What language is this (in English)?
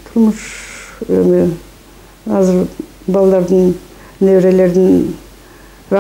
Kyrgyz